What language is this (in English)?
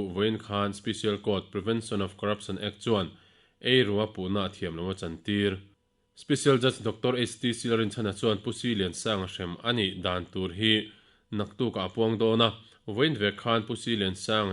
Mizo